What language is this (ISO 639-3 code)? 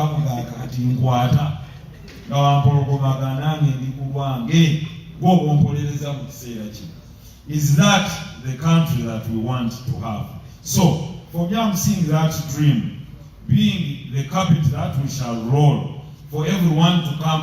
lug